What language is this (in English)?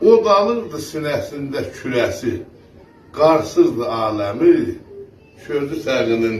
South Azerbaijani